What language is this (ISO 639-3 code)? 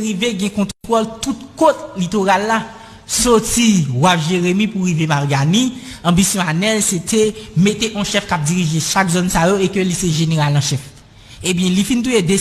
hat